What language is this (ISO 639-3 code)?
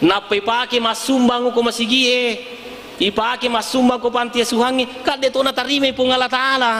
bug